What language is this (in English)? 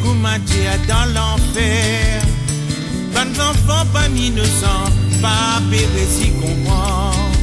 Morisyen